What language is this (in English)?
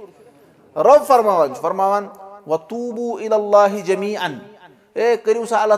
Kashmiri